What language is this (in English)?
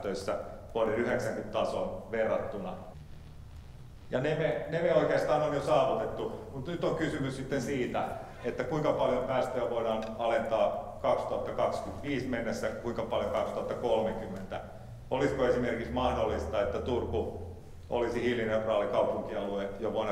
Finnish